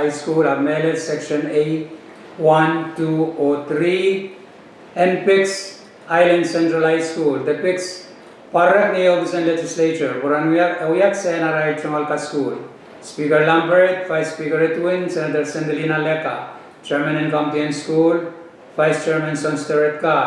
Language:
Pohnpeian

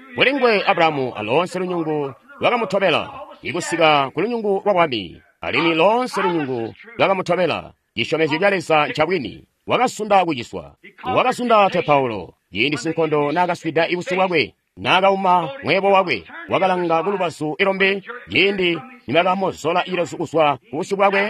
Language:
Tonga (Zambia)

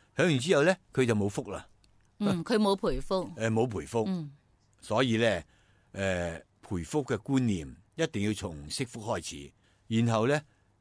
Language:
Cantonese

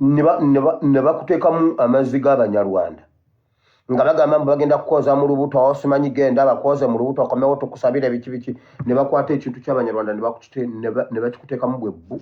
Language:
Ganda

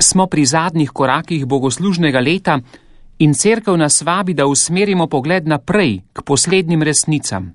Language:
Slovenian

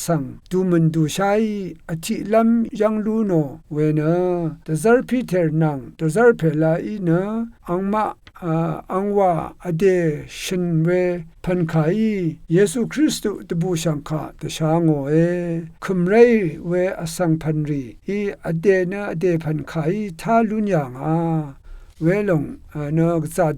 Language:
Rawang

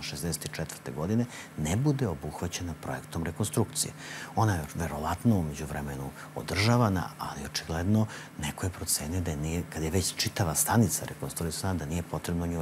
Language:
Serbian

